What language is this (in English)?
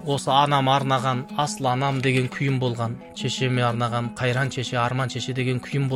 Kazakh